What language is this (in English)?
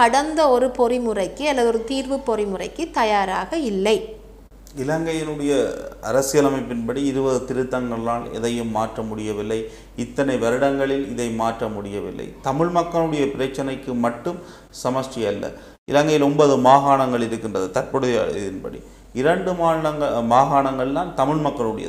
Tamil